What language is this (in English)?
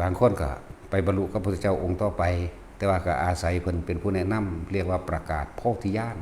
Northeastern Thai